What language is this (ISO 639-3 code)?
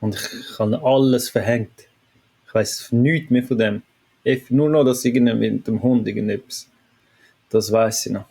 gsw